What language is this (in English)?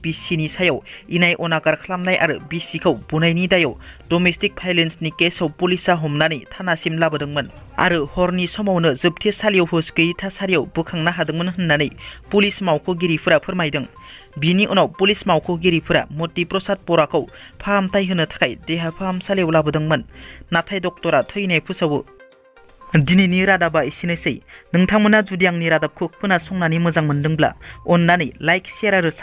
Bodo